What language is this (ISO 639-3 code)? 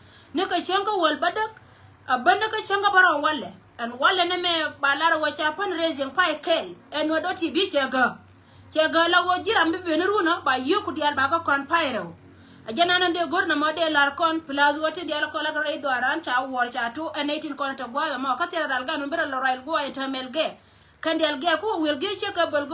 nus